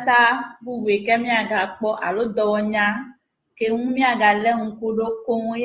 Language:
Ewe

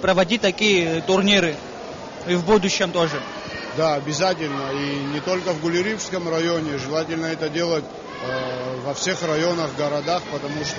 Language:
Abkhazian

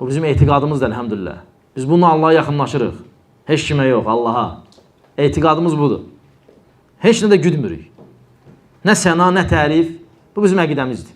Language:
Azerbaijani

